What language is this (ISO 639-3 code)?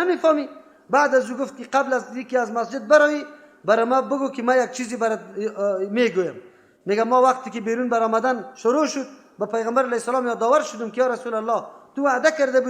fas